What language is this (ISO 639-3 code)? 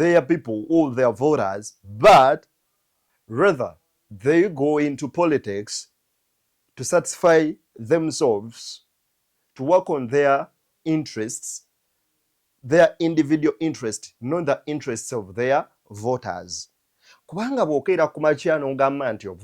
lug